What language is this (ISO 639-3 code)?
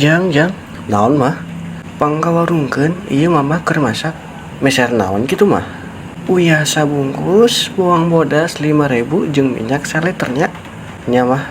sun